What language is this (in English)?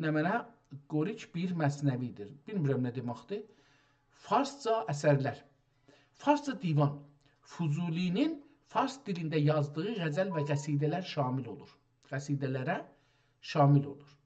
South Azerbaijani